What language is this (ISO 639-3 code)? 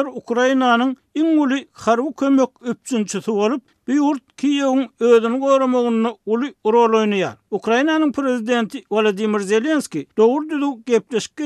tuk